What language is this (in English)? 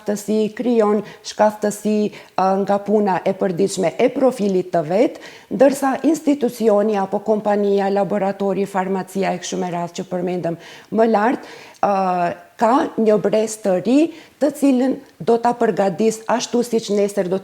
Albanian